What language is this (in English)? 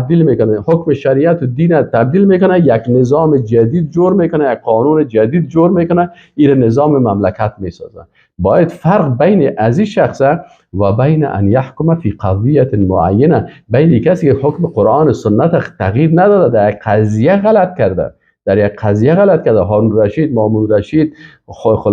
Persian